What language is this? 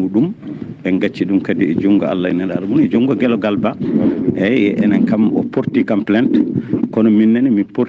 Fula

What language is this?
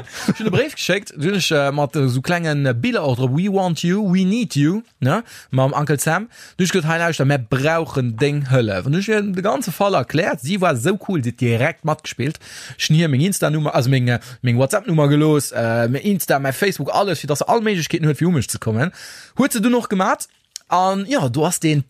Luxembourgish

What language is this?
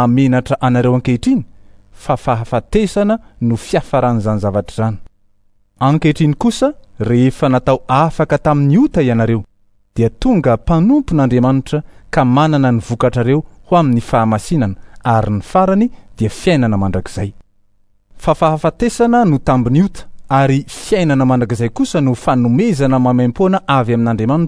Malagasy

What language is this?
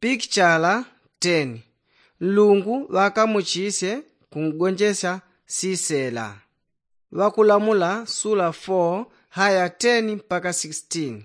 Yao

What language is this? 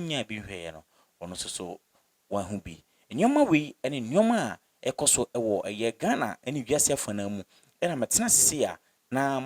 Akan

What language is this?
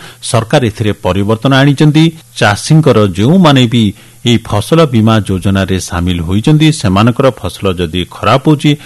Odia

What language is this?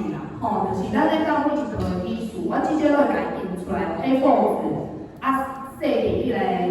Min Nan Chinese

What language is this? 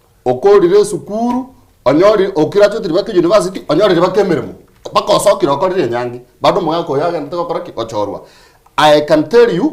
Gusii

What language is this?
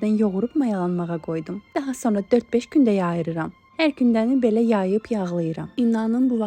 Azerbaijani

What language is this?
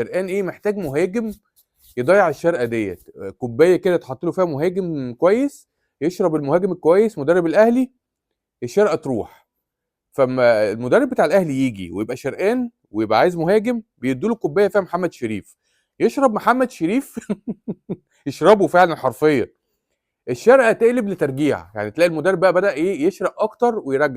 Egyptian Arabic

